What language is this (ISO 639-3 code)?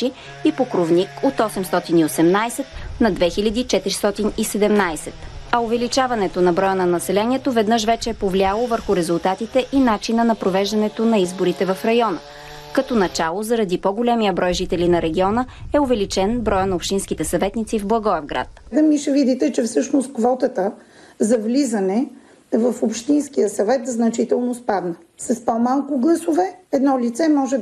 bul